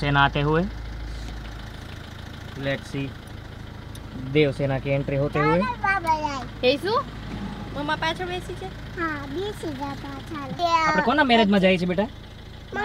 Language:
Gujarati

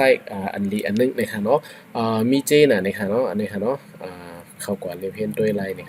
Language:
Shan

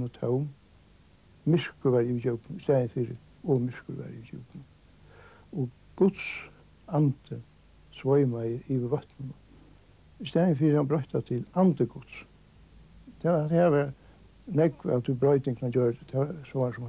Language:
Faroese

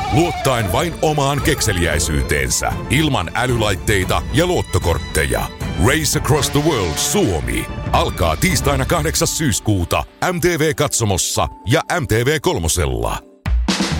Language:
Finnish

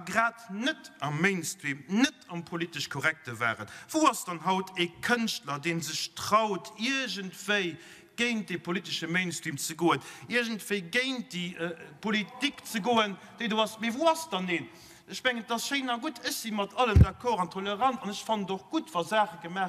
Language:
Luxembourgish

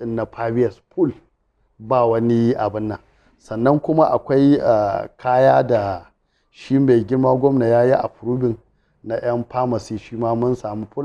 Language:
Hausa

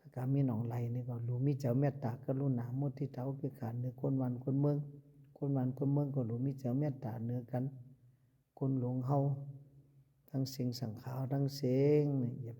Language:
Shan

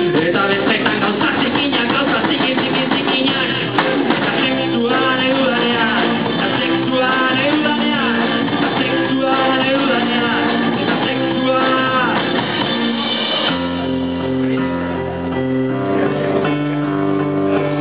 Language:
Basque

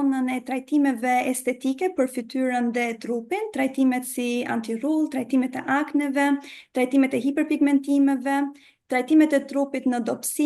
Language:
Albanian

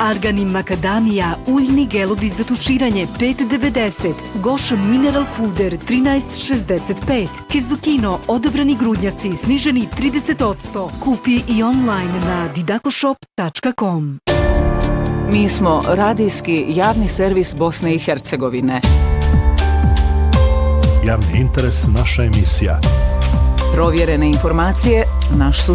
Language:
Bosnian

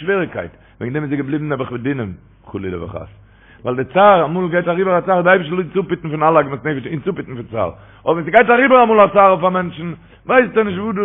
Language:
Yiddish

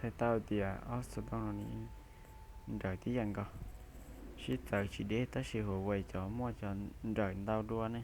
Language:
Hmong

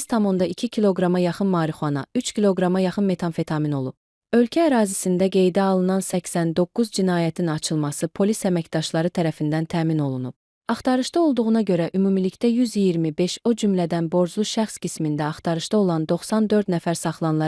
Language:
Azerbaijani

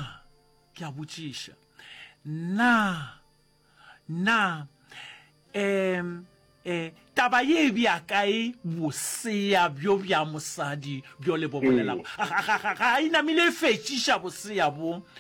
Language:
Northern Sotho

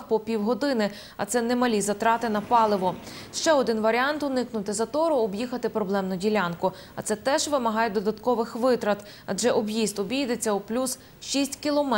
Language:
Ukrainian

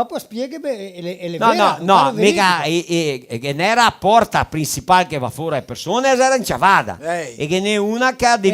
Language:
Venetian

